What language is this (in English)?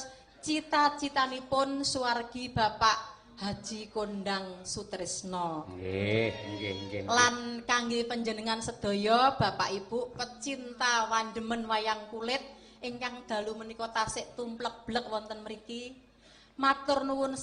Javanese